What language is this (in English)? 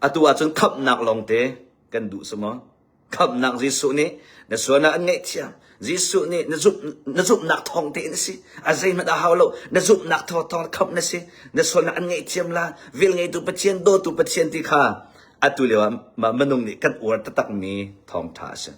Hakha Chin